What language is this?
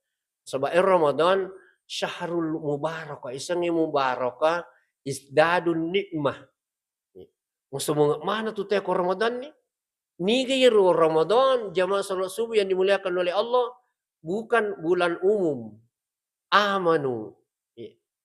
Buginese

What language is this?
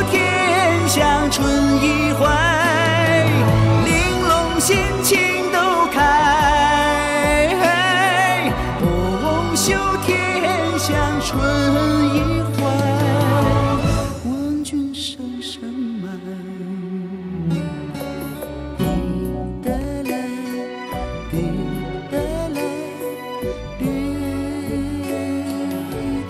Chinese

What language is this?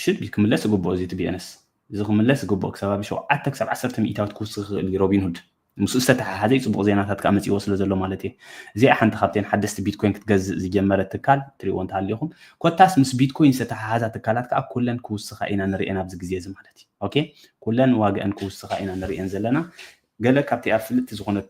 Tigrinya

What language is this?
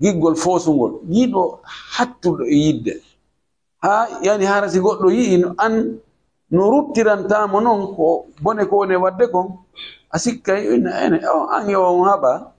Fula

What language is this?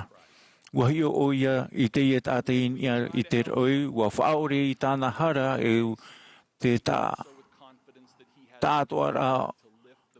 Tahitian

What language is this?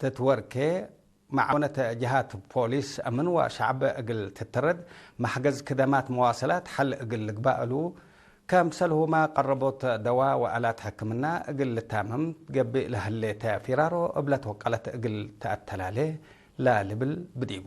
Tigre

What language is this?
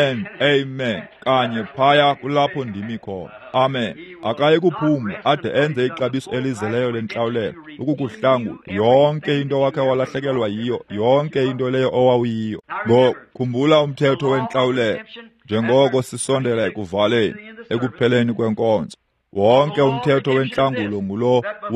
Xhosa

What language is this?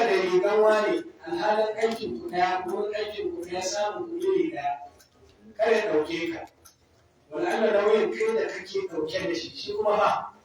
Hausa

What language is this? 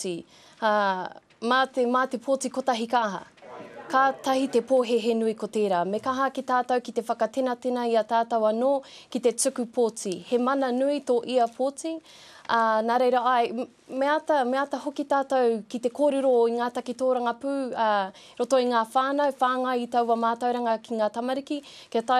Māori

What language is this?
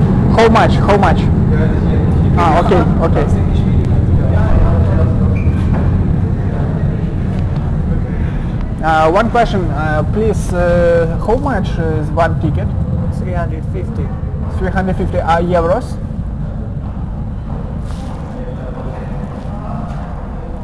Ukrainian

